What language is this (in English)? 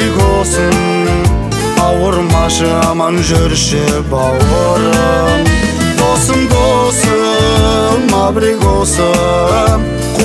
Kazakh